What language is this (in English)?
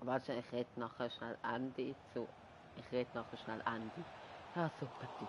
Swiss German